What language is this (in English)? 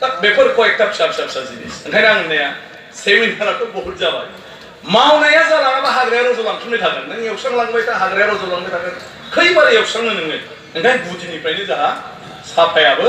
Bodo